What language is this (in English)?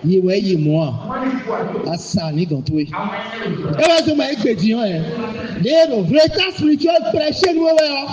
Fon